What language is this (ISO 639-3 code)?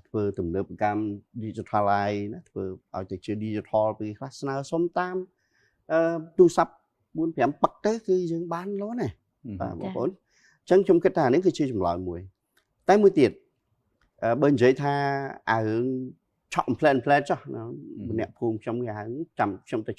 khm